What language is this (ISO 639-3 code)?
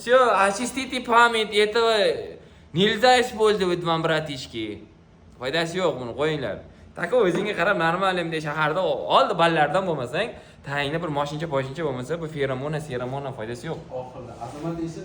uzb